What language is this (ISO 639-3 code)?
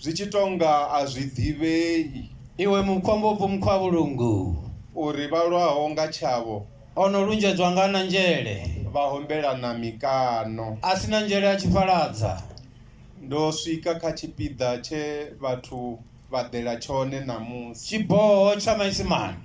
ven